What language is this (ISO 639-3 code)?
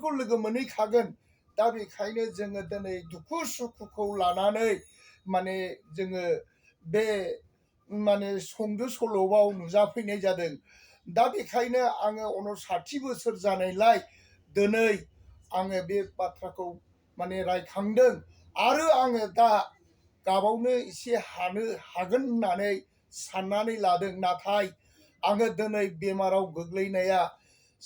brx